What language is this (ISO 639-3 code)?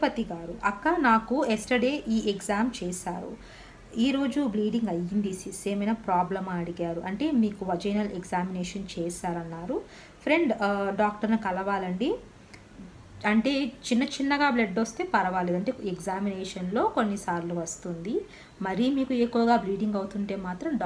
tel